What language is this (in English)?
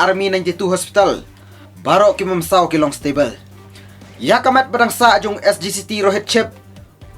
Khasi